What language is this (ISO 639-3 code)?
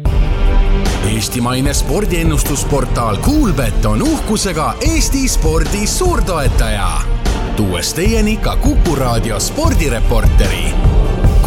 est